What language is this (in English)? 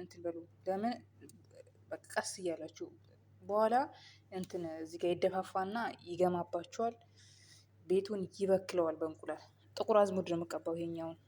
Amharic